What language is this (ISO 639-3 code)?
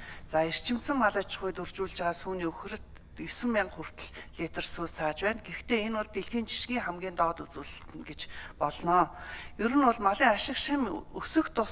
mon